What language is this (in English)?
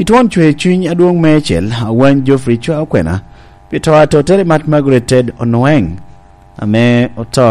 Lango (Uganda)